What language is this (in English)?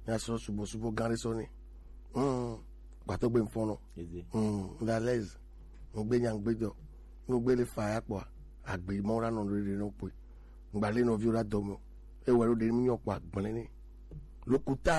Gen